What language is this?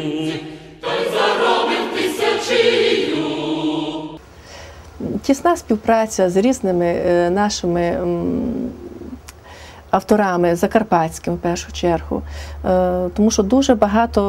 Ukrainian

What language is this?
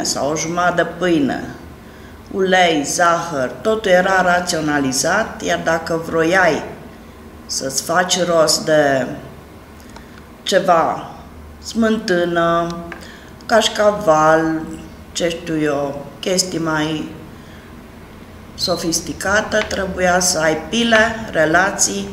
Romanian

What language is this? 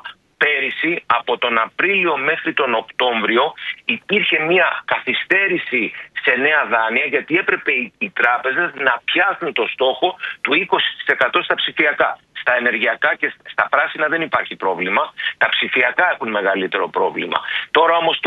Greek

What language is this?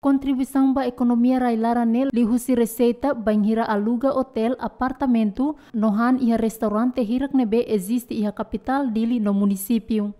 Tetum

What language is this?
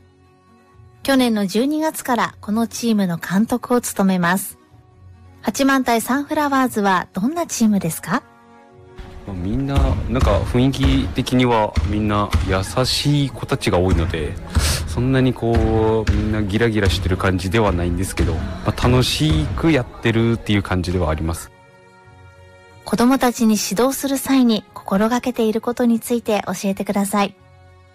Japanese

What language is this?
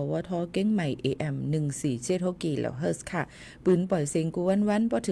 Shan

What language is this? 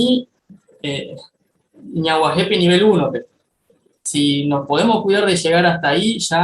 Guarani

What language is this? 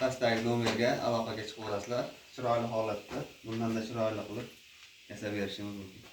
Uzbek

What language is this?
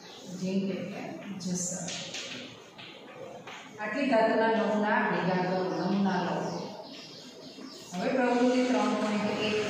Gujarati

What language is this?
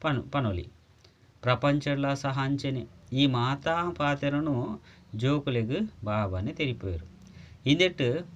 Tulu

